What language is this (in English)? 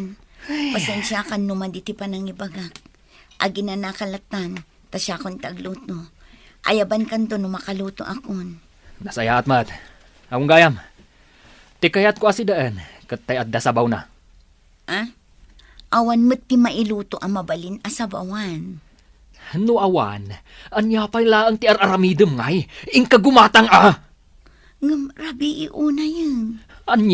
Iloko